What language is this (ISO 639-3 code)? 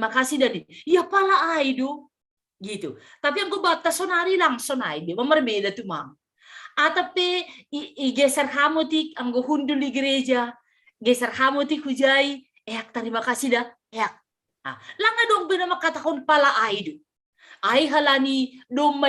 bts